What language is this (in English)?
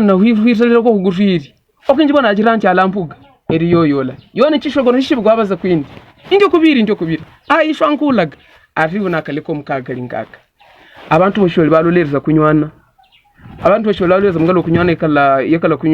Havu